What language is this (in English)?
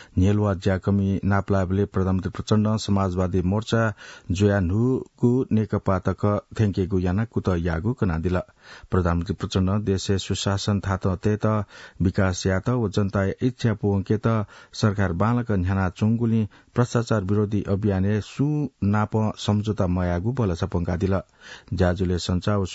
Newari